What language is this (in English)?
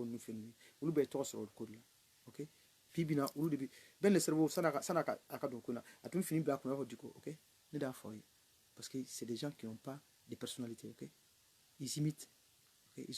Bambara